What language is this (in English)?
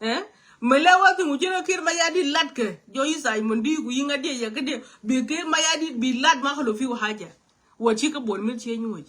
Nuer